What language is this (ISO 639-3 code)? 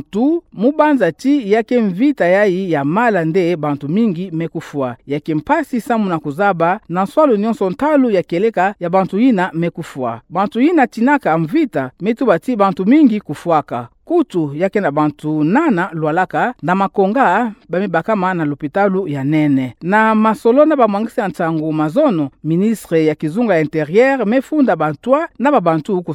ktu